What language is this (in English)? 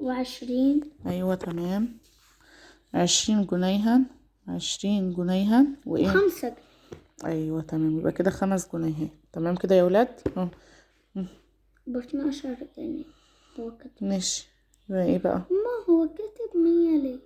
Egyptian Arabic